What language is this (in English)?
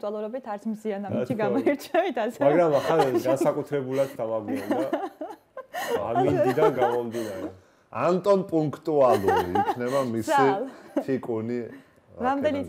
Georgian